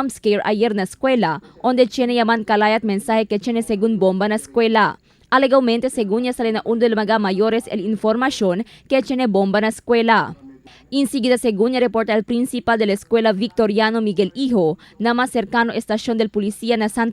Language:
Chavacano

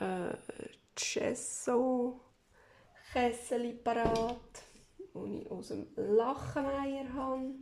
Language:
Swiss German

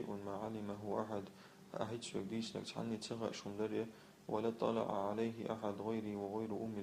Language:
Chechen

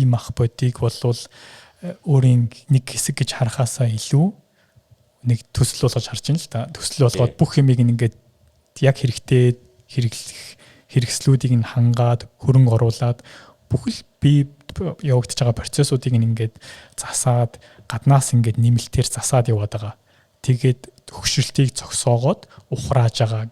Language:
Mongolian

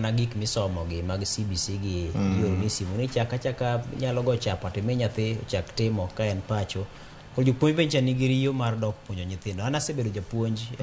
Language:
Luo (Kenya and Tanzania)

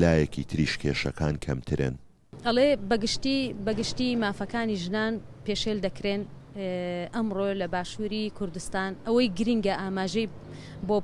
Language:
Central Kurdish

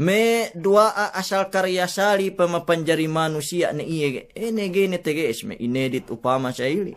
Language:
Yakan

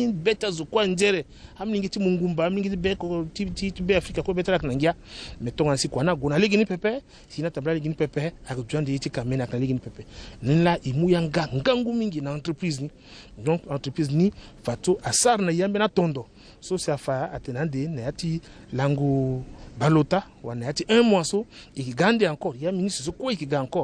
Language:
Sango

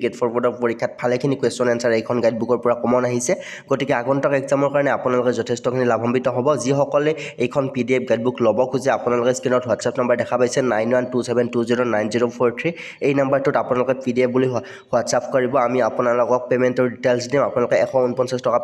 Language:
Assamese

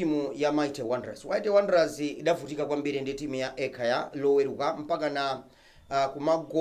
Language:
Nyanja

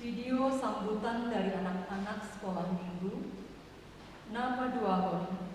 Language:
Batak Simalungun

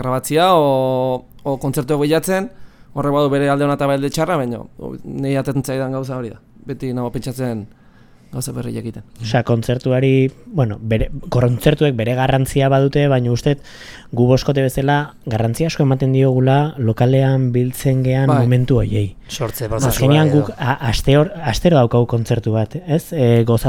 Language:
Basque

